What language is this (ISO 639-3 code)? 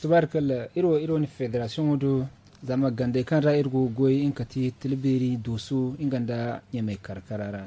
dje